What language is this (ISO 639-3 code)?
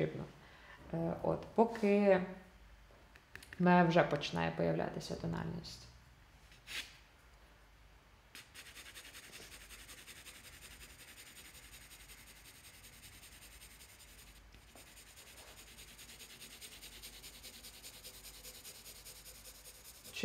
ukr